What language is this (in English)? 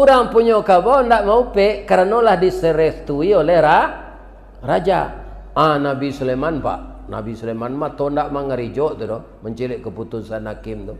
Minangkabau